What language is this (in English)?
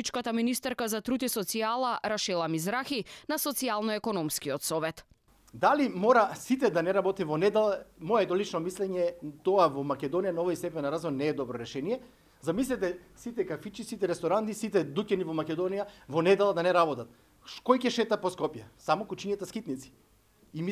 Macedonian